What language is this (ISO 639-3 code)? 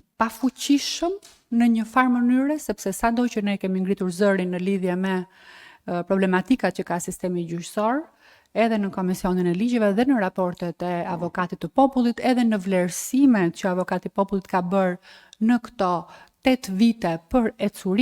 sqi